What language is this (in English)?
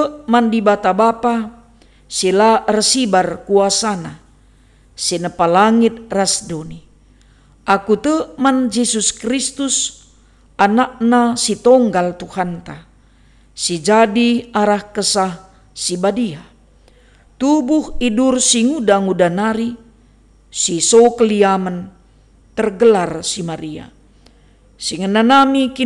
Batak Karo